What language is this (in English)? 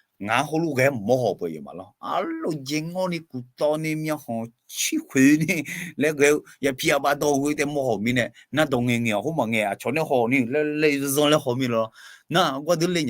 Akha